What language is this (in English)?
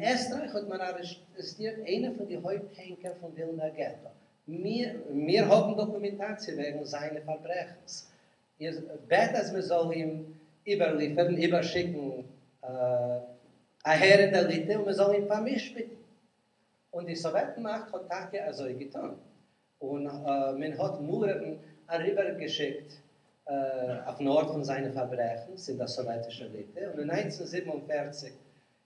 Yiddish